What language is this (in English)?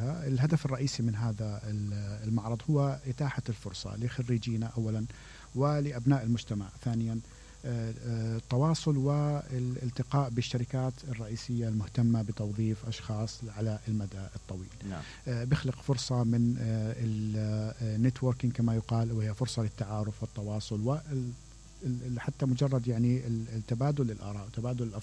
Mesopotamian Arabic